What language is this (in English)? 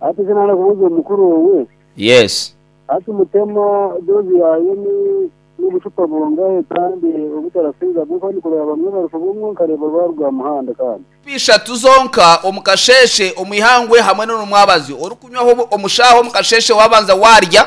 Nyankole